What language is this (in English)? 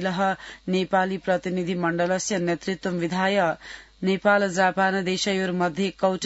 Sanskrit